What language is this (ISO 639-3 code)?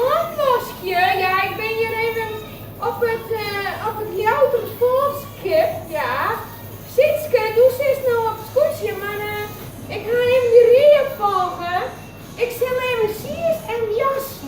fry